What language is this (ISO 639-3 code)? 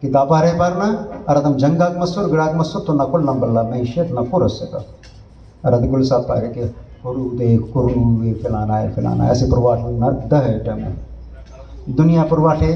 brh